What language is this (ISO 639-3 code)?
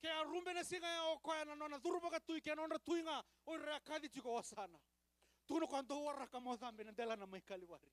fij